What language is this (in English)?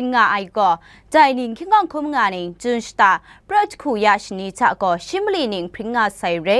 Kachin